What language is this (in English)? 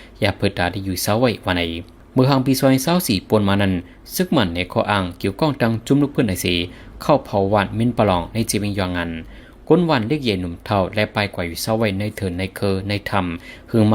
Shan